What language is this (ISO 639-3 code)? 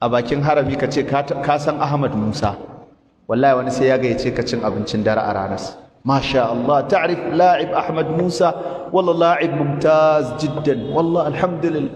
hau